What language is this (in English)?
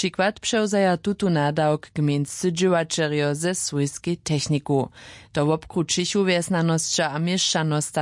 Upper Sorbian